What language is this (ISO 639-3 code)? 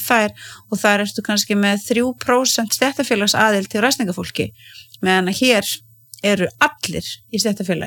isl